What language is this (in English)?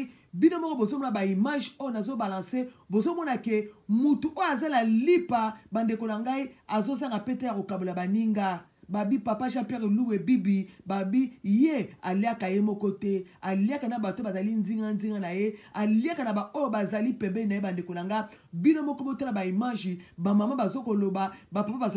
Lingala